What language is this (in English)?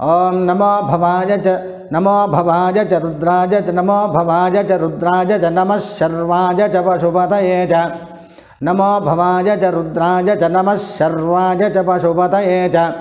Sanskrit